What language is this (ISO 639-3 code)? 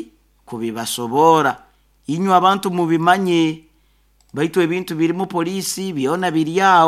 nyo